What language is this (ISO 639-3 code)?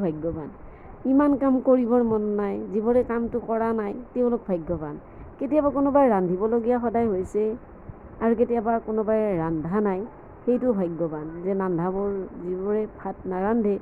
asm